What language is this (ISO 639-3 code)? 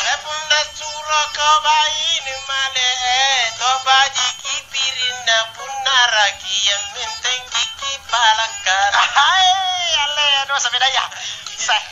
mak